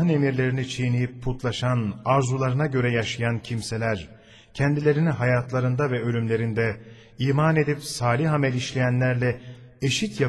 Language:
Turkish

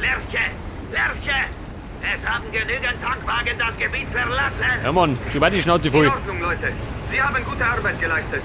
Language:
Bavarian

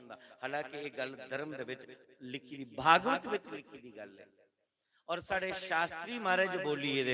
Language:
Dogri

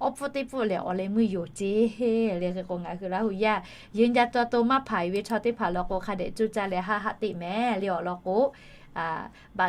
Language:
Lahu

